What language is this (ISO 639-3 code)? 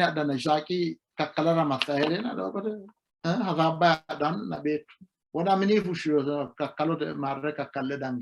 sid